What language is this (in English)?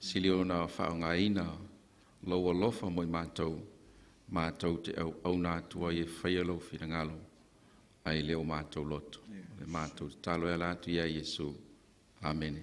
Samoan